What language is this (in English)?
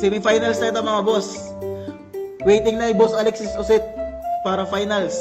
Waray